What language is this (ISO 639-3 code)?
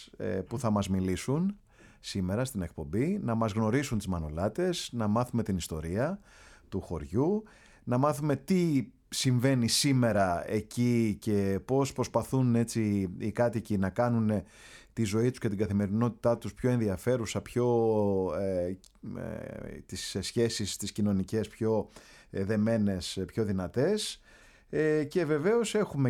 ell